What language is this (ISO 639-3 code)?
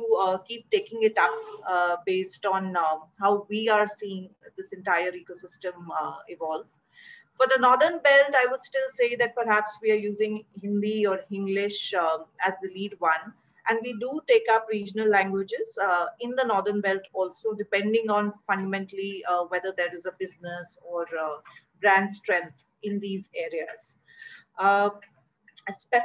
eng